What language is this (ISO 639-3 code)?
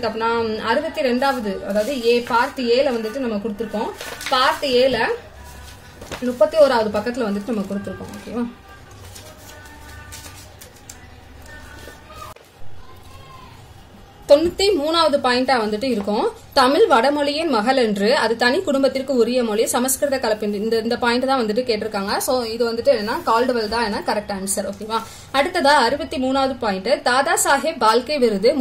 tam